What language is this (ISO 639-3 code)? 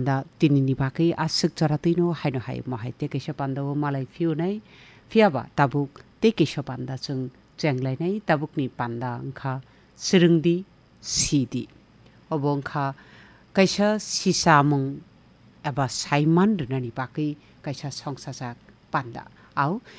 trp